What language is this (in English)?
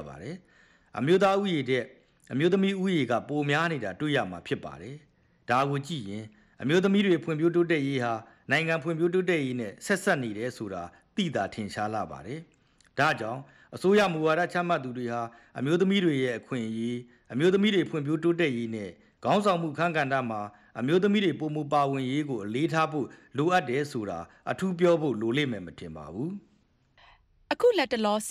Burmese